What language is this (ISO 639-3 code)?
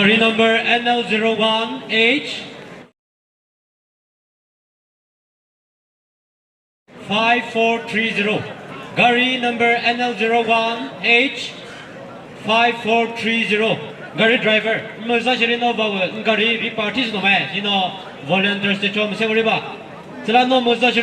nri